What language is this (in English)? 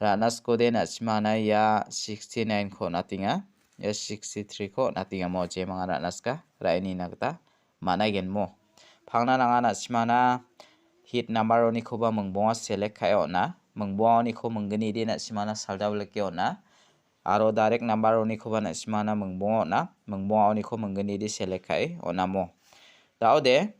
Garo